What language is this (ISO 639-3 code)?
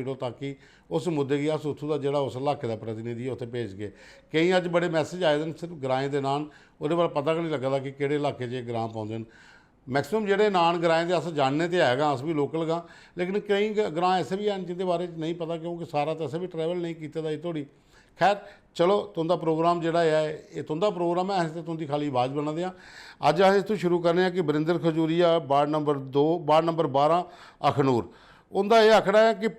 doi